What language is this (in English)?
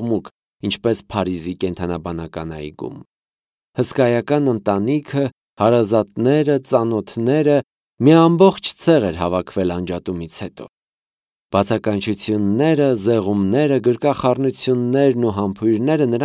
Armenian